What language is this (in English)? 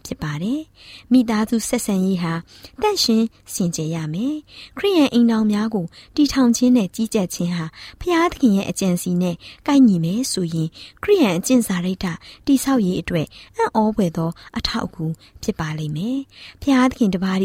Burmese